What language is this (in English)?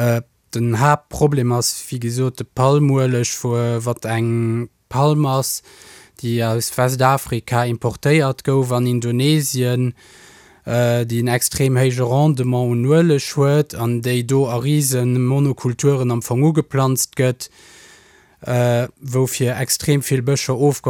Luxembourgish